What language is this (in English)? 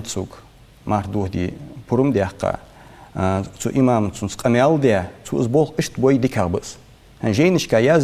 Ingush